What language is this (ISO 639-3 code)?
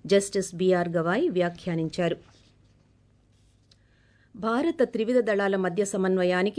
tel